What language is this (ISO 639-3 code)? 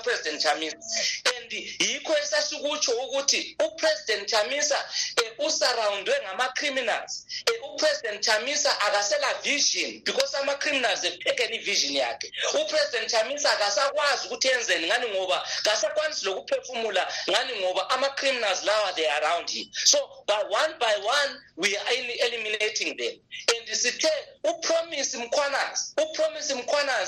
nde